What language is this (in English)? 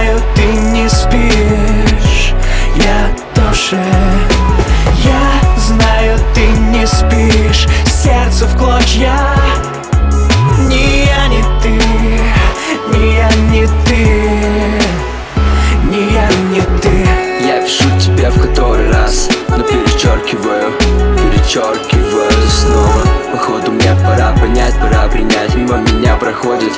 Russian